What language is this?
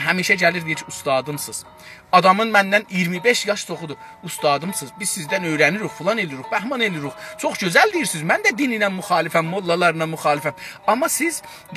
South Azerbaijani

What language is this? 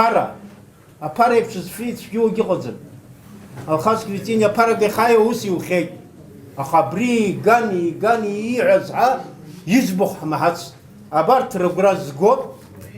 Abkhazian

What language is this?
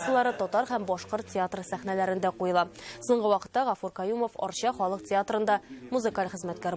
Tatar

